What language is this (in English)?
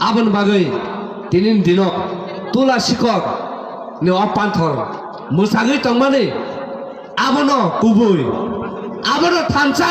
Kok Borok